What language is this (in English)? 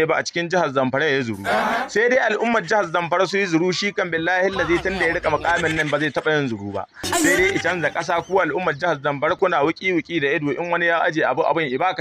Hausa